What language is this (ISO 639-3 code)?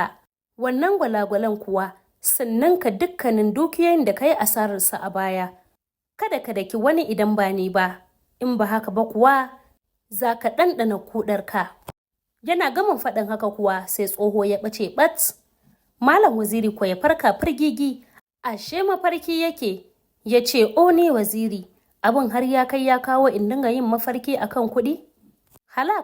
hau